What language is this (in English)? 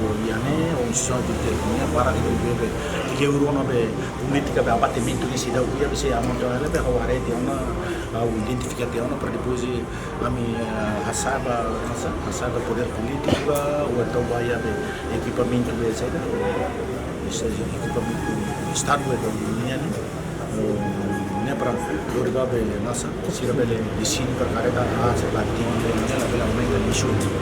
Tetum